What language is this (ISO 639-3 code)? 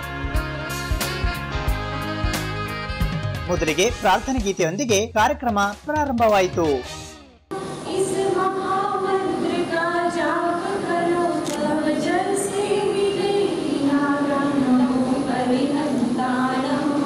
kan